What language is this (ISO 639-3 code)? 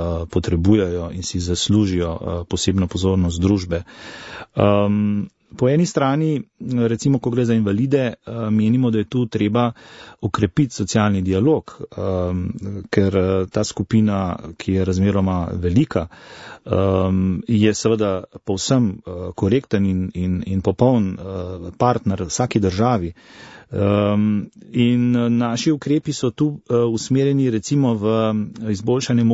slv